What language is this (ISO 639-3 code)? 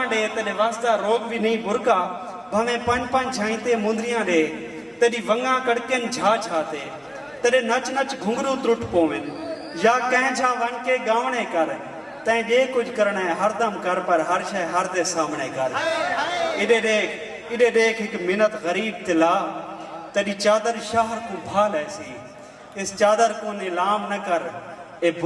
skr